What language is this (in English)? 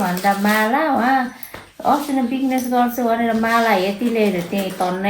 Nepali